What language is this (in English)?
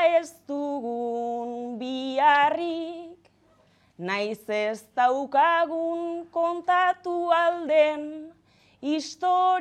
Basque